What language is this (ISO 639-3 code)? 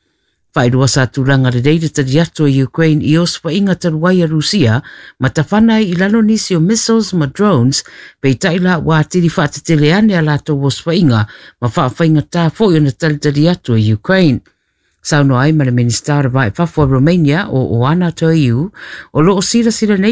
smo